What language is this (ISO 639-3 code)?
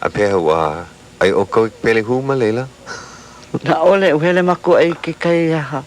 haw